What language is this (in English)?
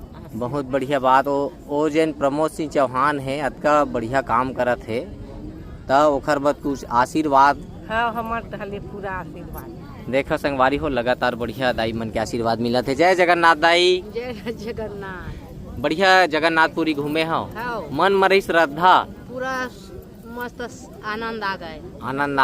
Chhattisgarhi